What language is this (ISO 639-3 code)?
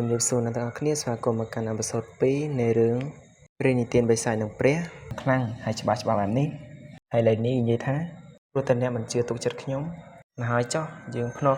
khm